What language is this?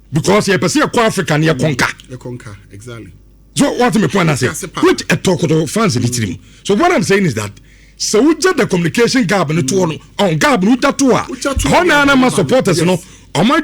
Akan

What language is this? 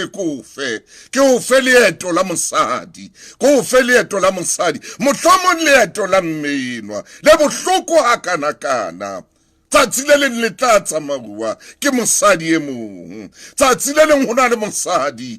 Southern Sotho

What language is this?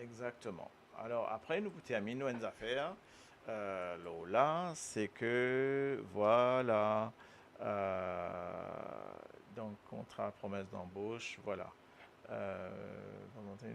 Morisyen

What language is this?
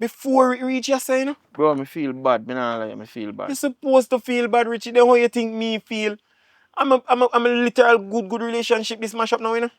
Jamaican Creole English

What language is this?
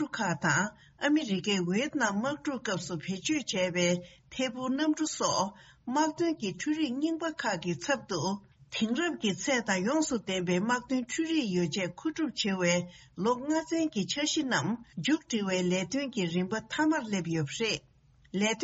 Tibetan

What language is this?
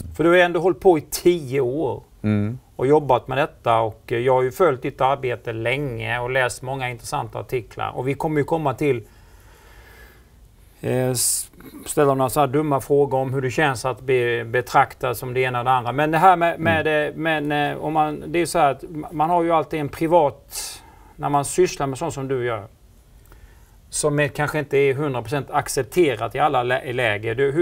Swedish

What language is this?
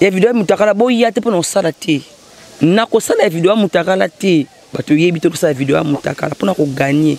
Lingala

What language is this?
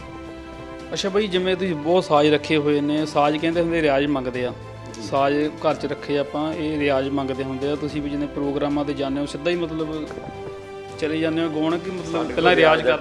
Punjabi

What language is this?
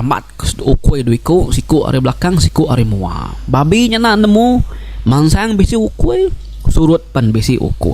Iban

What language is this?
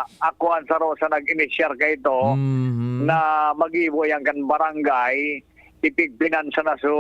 Bikol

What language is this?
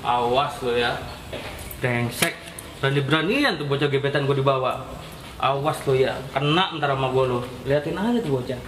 Betawi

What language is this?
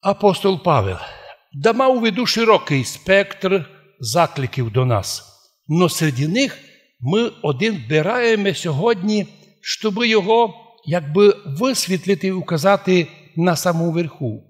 Rusyn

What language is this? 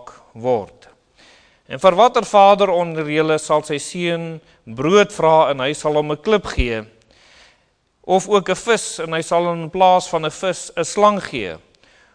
Afrikaans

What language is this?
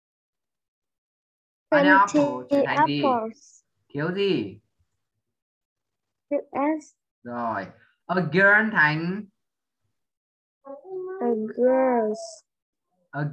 Vietnamese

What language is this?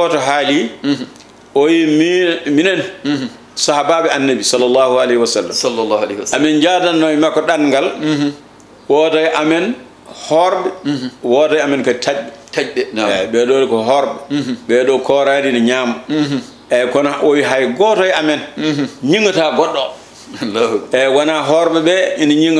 Fula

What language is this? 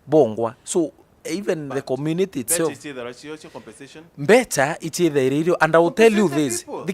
Meru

